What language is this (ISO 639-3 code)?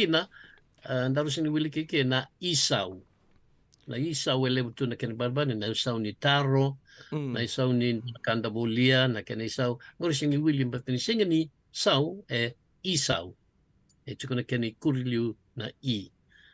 fij